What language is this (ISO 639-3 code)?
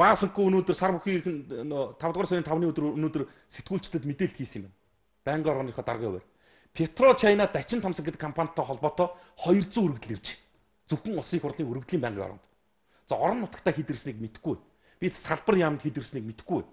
mon